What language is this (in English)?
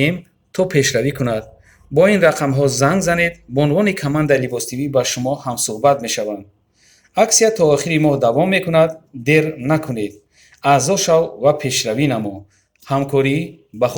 Tajik